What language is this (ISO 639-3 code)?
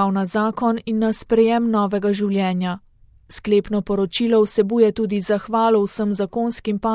slv